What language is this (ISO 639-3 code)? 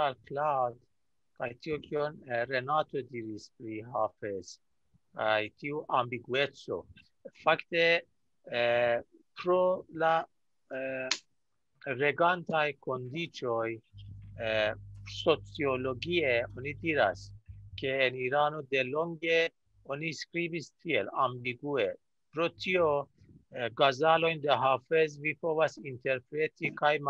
epo